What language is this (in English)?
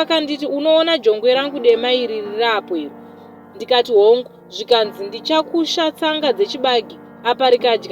Shona